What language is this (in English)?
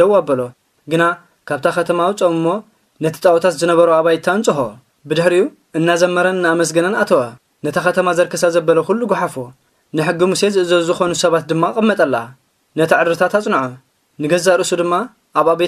Tigrinya